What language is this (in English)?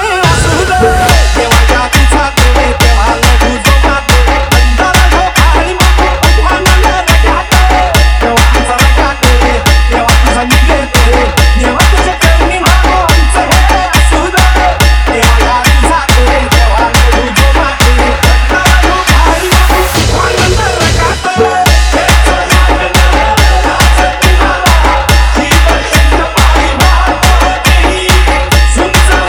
Marathi